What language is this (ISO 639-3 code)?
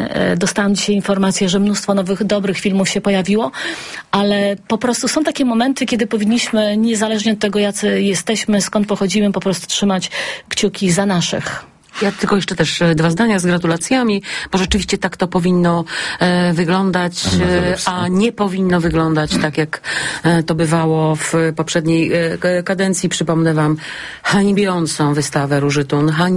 pol